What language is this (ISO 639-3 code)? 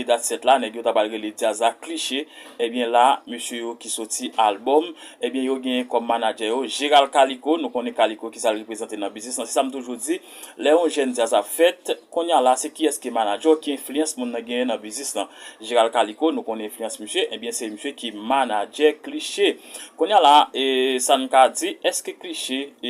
hat